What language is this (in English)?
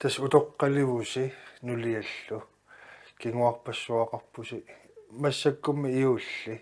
Kalaallisut